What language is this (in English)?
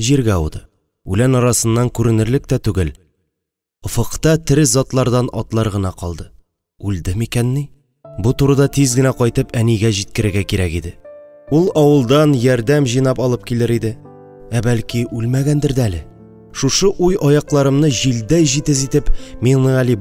Tatar